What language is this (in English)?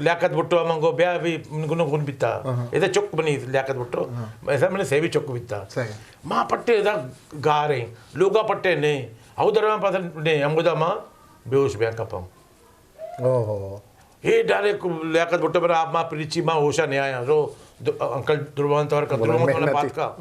Eastern Balochi